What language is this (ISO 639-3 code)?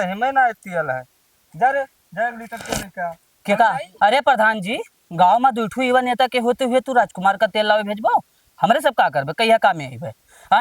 awa